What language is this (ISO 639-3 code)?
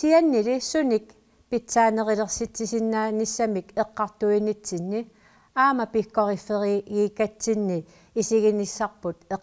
kal